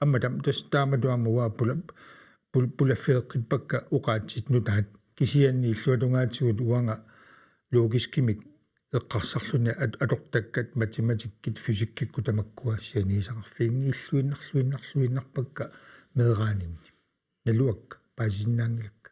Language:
Kalaallisut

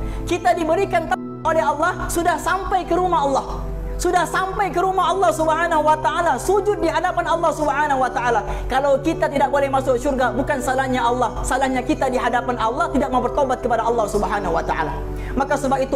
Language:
Malay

